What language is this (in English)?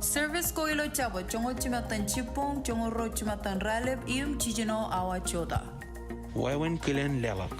Marshallese